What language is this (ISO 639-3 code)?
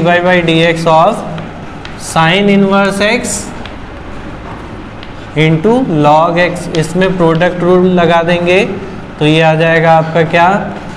hin